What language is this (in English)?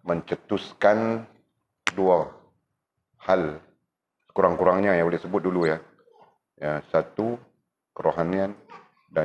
Malay